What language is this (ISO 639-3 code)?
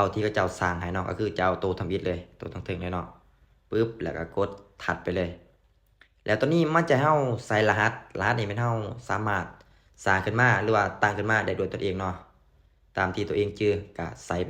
lao